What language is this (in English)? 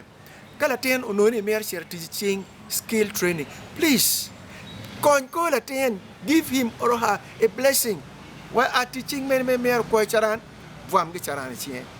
Acoli